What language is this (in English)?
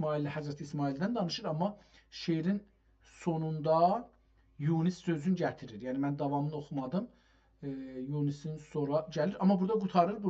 South Azerbaijani